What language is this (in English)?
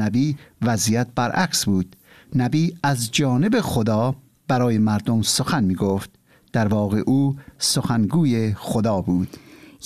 Persian